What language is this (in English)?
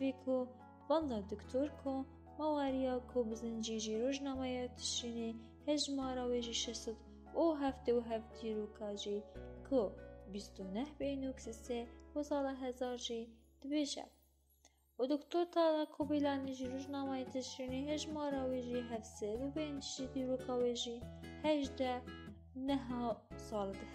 Kurdish